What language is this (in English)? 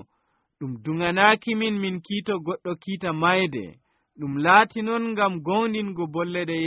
Nigerian Fulfulde